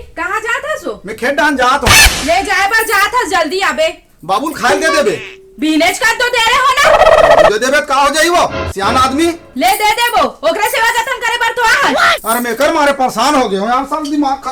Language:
Chhattisgarhi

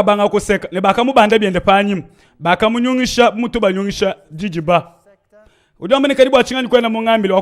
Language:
Luba-Lulua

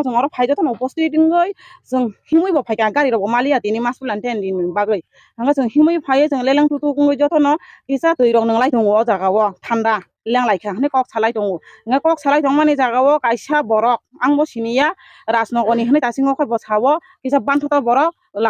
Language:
Kok Borok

